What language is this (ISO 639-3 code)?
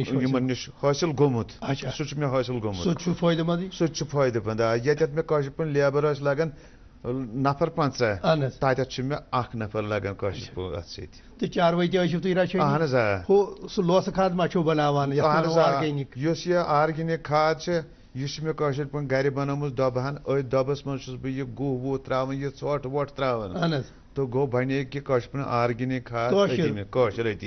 kas